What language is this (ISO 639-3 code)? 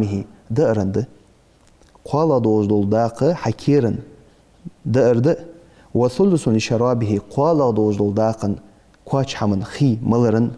inh